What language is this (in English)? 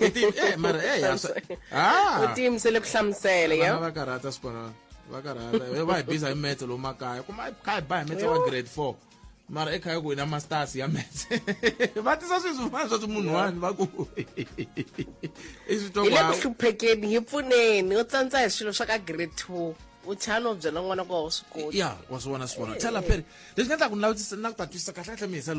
Tsonga